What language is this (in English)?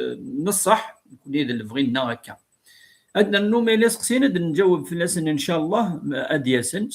Kabyle